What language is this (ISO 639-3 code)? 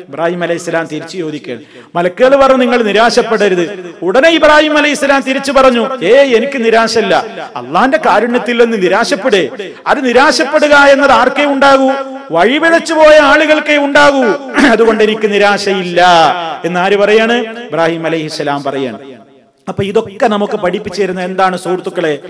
mal